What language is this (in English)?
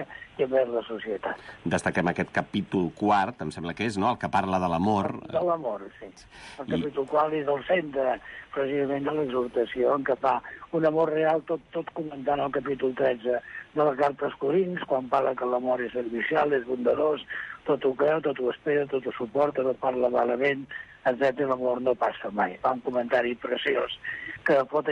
Catalan